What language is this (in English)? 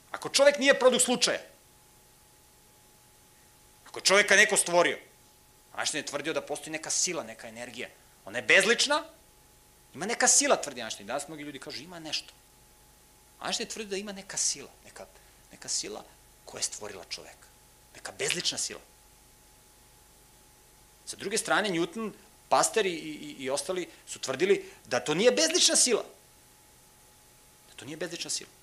Serbian